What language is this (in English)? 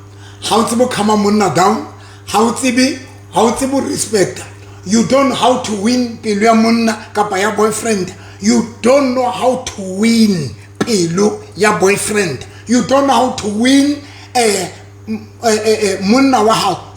Southern Sotho